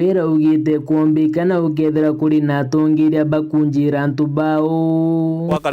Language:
Meru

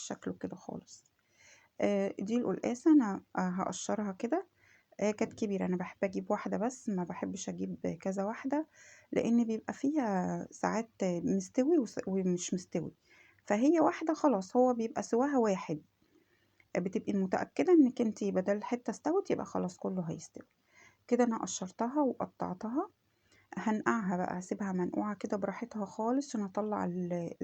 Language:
Egyptian Arabic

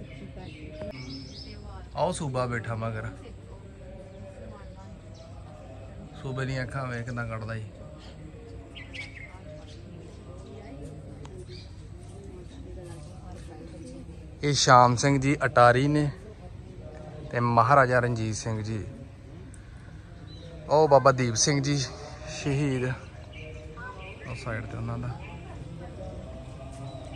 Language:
Punjabi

